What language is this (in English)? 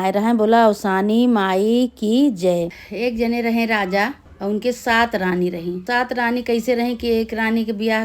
Awadhi